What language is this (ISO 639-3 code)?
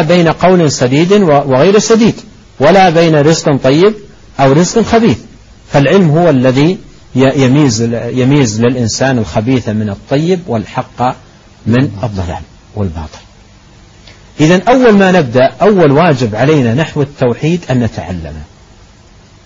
ara